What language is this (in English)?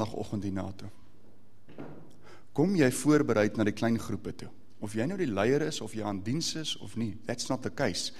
Afrikaans